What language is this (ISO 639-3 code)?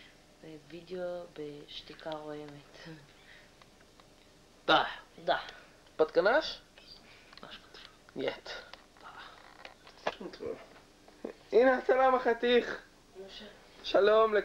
heb